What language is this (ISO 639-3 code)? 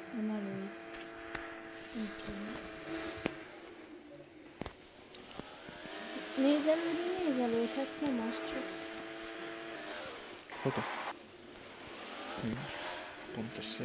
hun